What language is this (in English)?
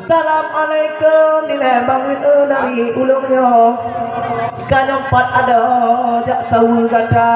Achinese